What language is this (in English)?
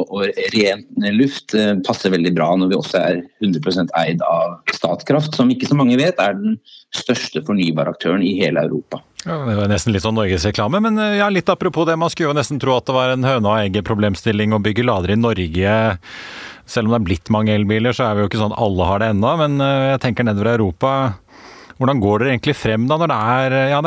Norwegian